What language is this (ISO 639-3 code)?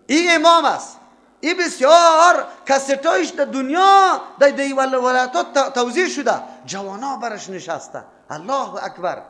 fas